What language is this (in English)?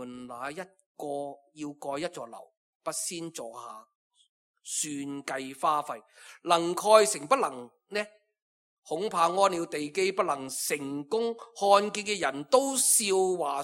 Cantonese